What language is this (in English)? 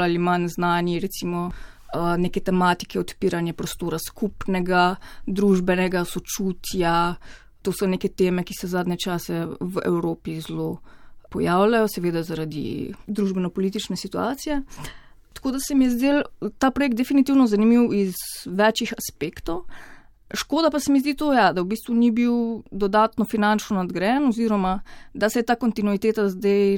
Slovenian